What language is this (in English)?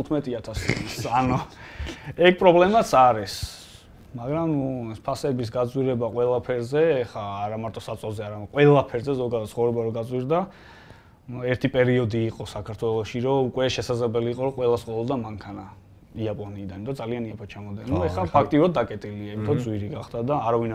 Georgian